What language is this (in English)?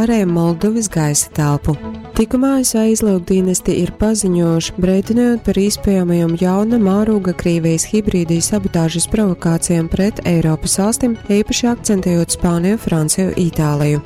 Latgalian